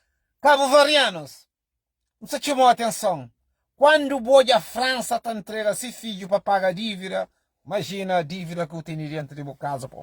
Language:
Kabuverdianu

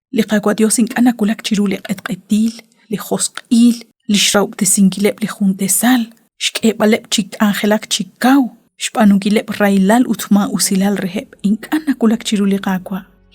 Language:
Kekchí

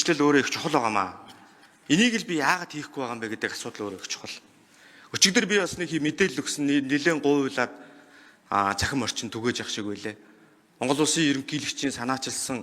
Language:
Mongolian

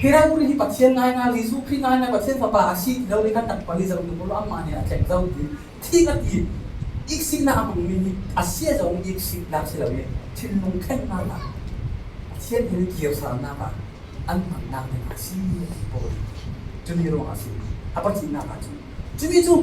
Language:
Falam Chin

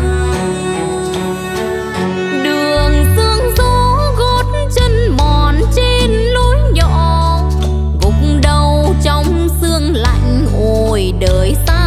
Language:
Vietnamese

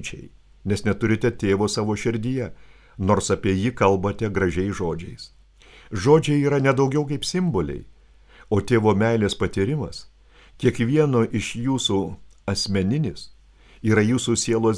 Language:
Lithuanian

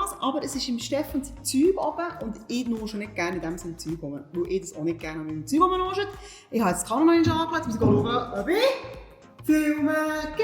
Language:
Swiss German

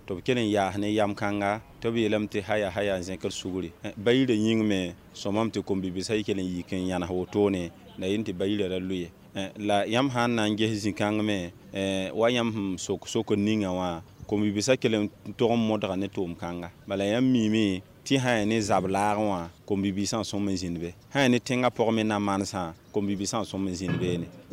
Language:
Mossi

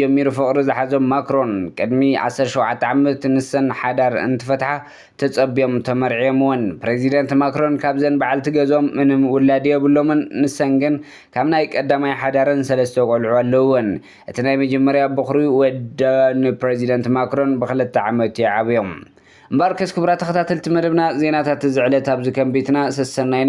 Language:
Tigrinya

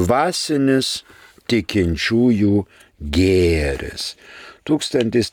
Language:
Lithuanian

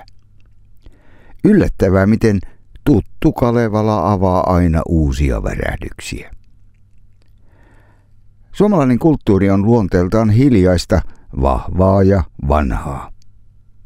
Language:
Finnish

